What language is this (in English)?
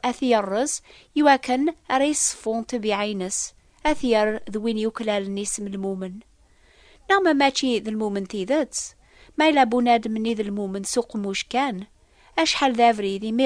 Kabyle